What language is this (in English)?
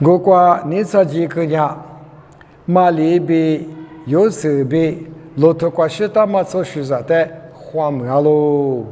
Lisu